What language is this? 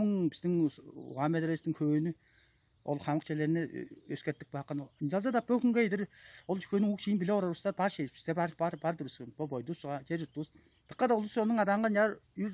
Tuvinian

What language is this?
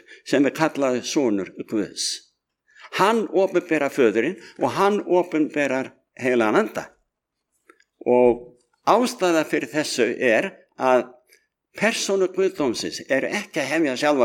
Icelandic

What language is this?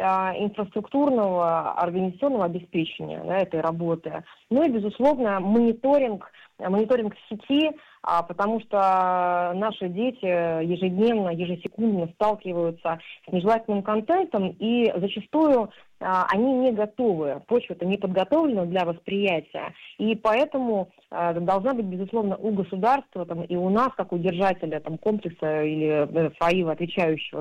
Russian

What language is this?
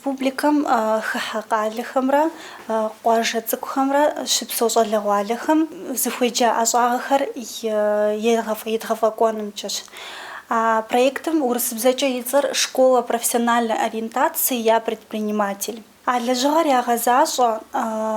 Kabardian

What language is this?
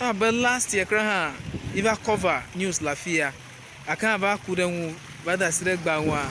Ewe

